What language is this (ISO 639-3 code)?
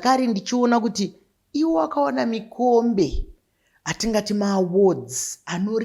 sna